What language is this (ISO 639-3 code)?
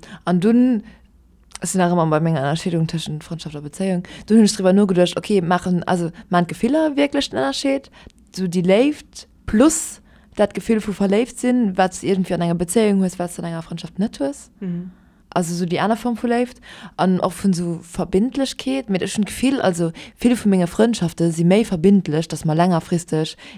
ltz